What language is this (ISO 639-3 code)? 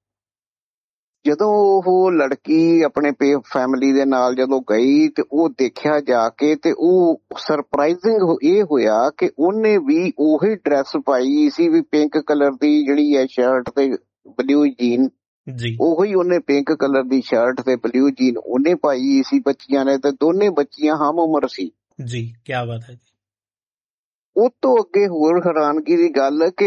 pan